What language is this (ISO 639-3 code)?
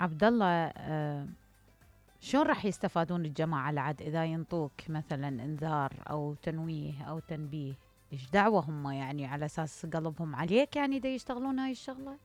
acm